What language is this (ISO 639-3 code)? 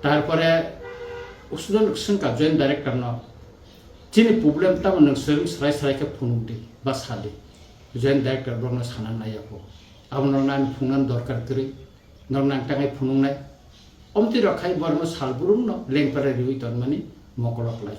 trp